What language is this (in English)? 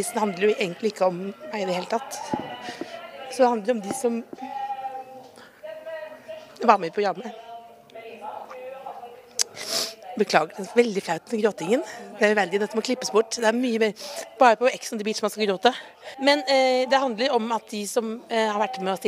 Norwegian